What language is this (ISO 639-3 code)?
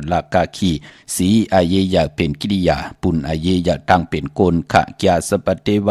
shn